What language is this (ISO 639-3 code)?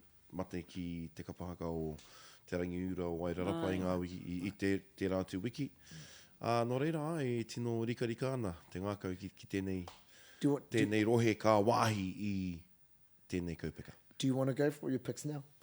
mri